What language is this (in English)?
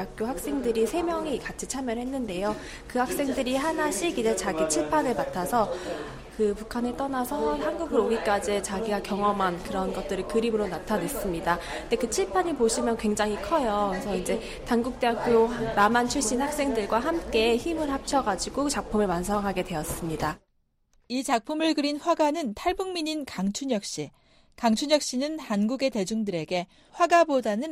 Korean